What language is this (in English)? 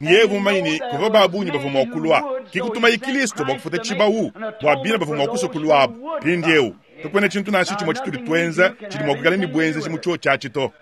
Luba-Lulua